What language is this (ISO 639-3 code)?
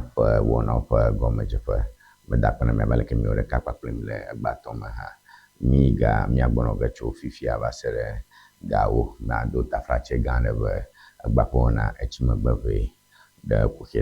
ewe